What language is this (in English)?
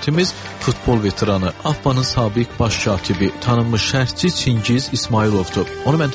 Azerbaijani